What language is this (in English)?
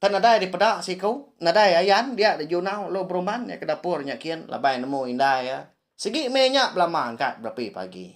Iban